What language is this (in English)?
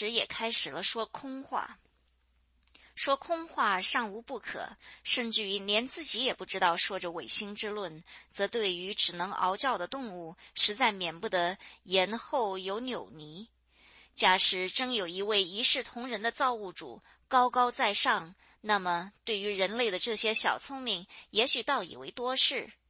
Chinese